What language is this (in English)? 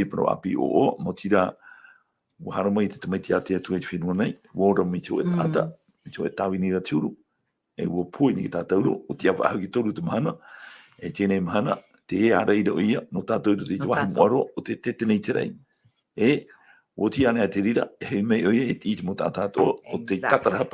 Tahitian